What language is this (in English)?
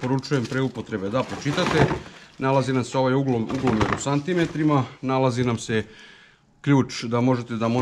Serbian